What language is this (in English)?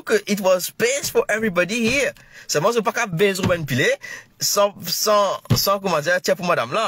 Morisyen